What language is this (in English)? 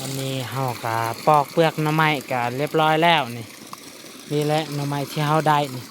Lao